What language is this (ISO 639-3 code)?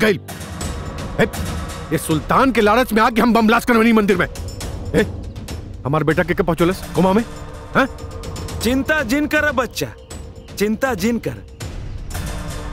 bho